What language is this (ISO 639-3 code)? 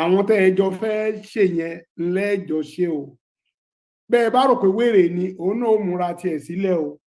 yor